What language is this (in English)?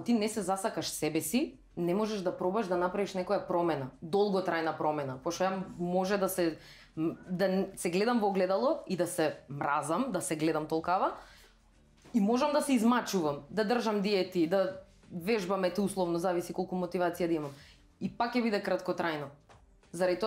Macedonian